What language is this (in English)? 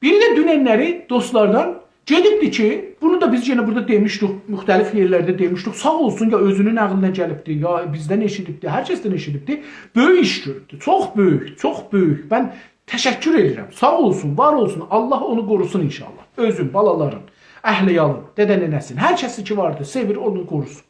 South Azerbaijani